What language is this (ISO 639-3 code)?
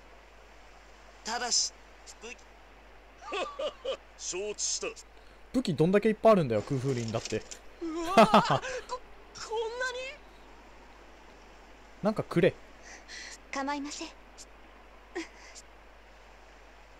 jpn